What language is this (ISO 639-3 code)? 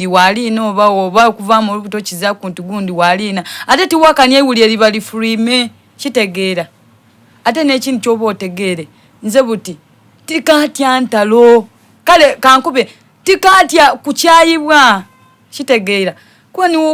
xog